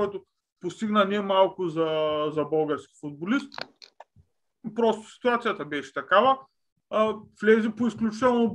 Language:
Bulgarian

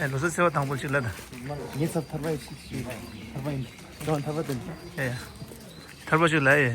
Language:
Tibetan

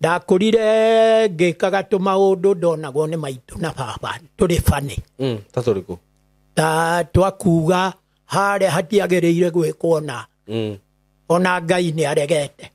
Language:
Kikuyu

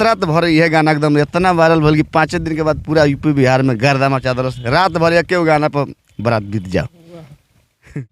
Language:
Bhojpuri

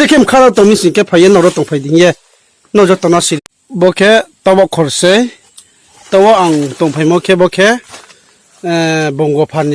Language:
Riang (India)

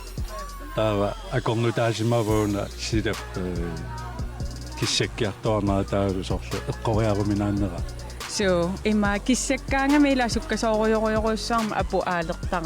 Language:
Kalaallisut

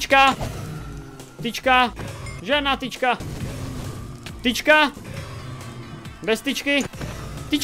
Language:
Czech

